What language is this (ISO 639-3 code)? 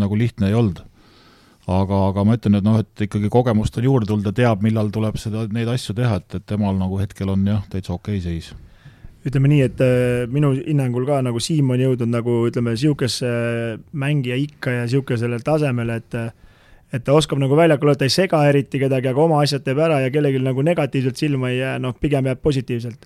est